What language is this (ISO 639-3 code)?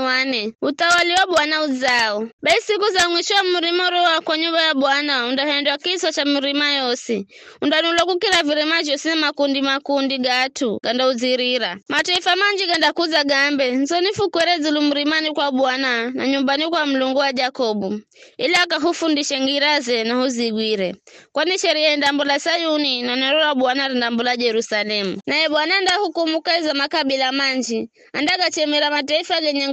nyf